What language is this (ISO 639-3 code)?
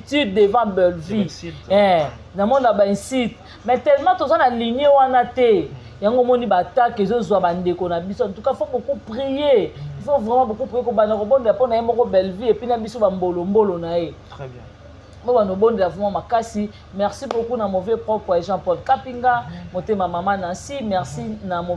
lin